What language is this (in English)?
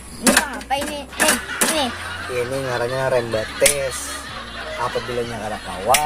Banjar